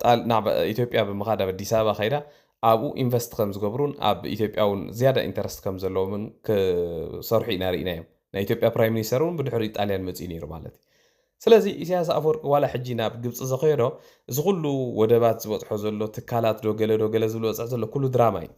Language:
Tigrinya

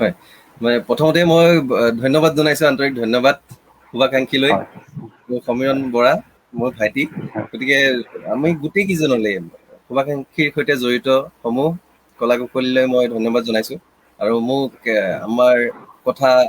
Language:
Assamese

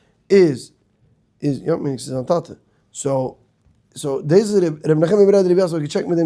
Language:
Yiddish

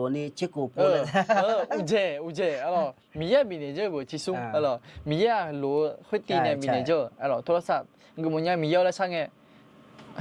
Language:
Akha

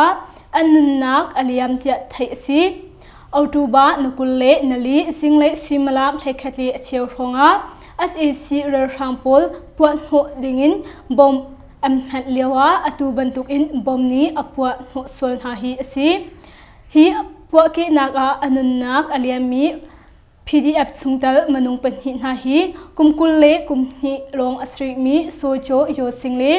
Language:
Hakha Chin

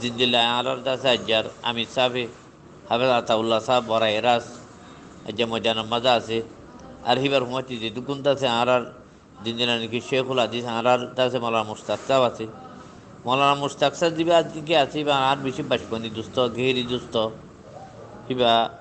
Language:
Rohingya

